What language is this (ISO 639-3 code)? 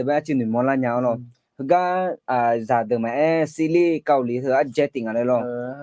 ahk